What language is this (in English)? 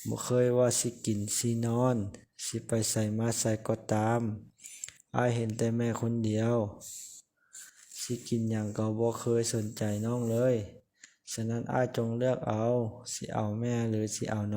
Lao